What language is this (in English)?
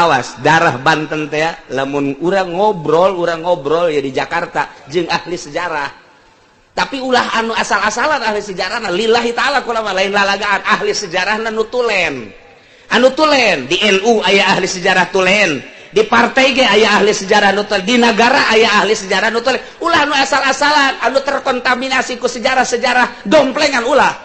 Sundanese